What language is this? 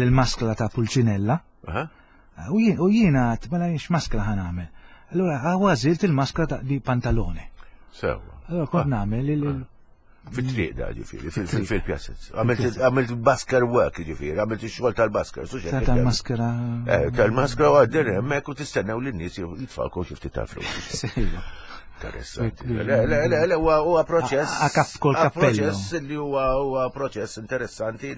Maltese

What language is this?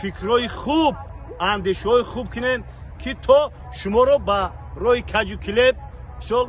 Tajik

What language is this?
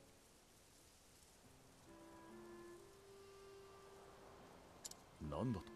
Japanese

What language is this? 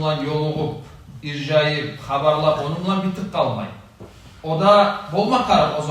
Kumyk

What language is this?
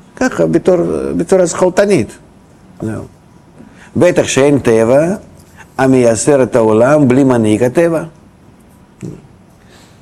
Hebrew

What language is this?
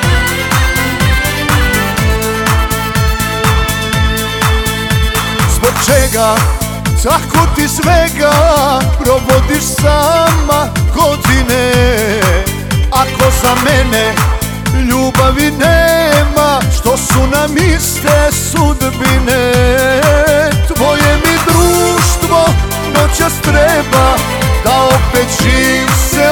Croatian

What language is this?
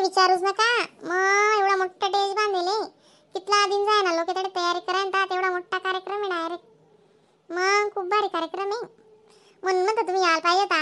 Khandesi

